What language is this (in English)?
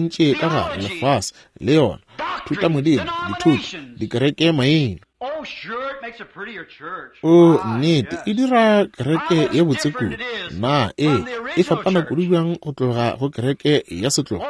Northern Sotho